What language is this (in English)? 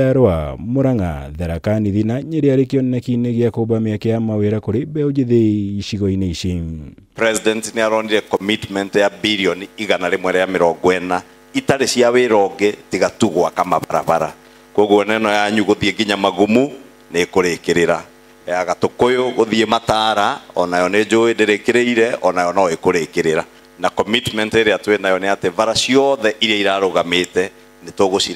Kikuyu